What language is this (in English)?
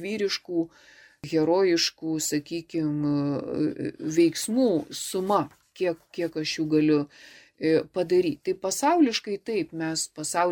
Lithuanian